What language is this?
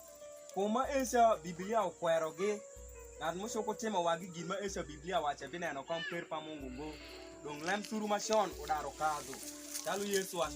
Alur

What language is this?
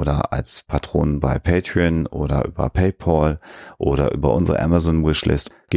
German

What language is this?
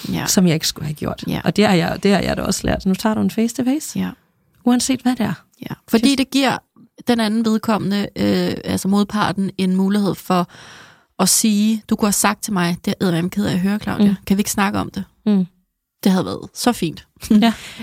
Danish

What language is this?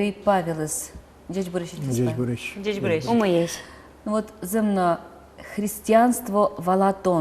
Udmurt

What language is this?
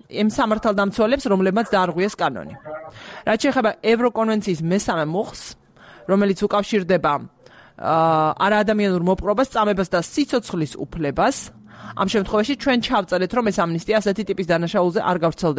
Georgian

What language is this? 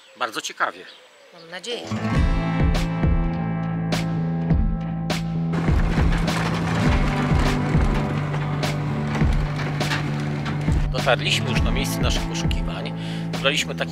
Polish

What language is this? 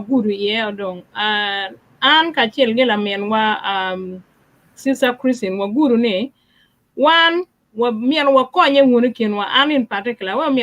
Acoli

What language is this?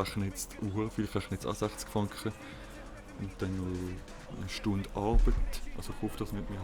Swiss German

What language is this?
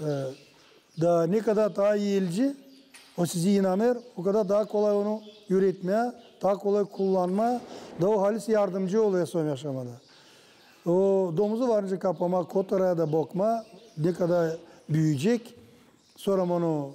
Gagauz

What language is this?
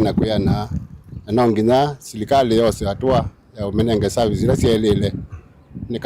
Kamba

